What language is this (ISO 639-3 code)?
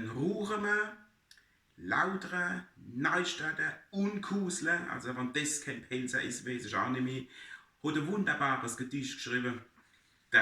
pfl